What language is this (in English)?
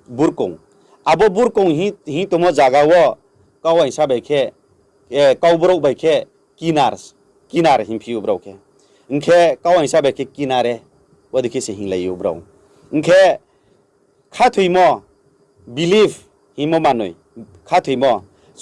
Riang (India)